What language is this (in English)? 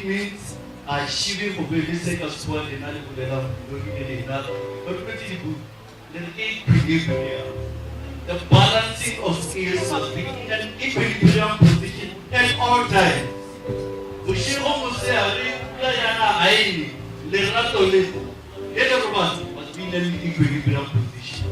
Northern Sotho